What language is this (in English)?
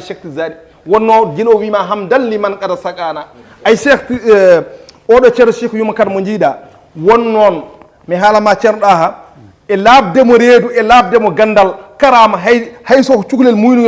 Fula